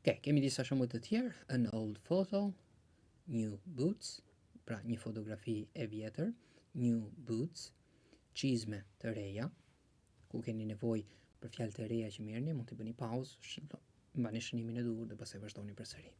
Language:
Albanian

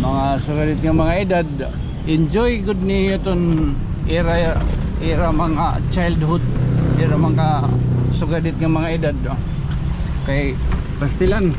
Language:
Waray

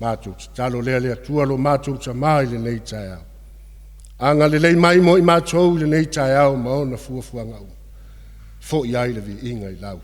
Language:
Samoan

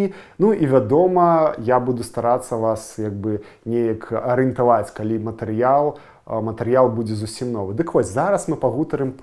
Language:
Belarusian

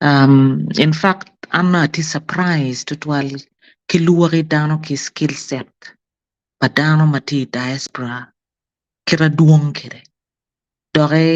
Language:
Acoli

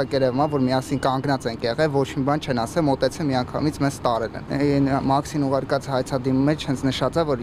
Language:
Armenian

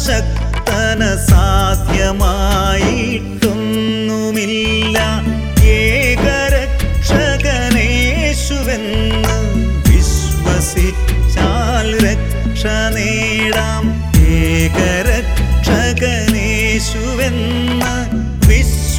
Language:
Malayalam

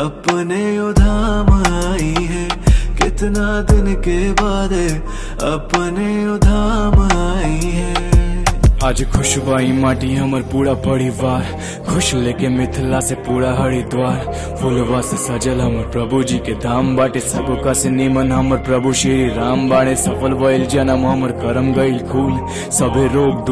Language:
Bhojpuri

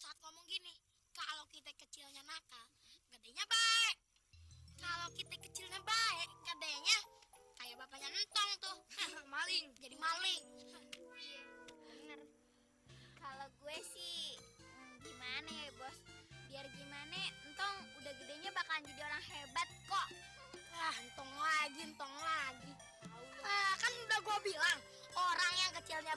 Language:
Betawi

